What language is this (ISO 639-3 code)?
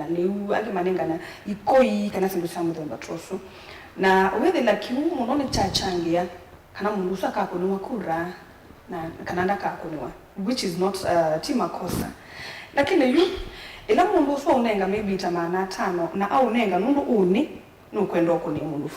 kam